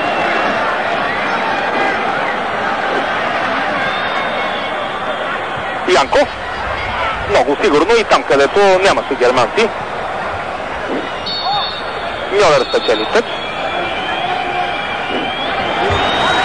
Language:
Bulgarian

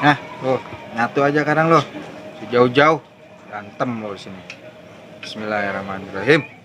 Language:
Betawi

